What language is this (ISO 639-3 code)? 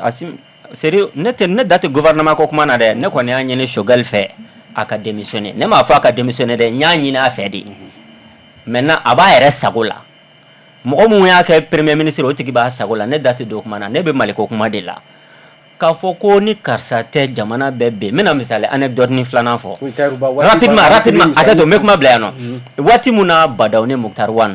bam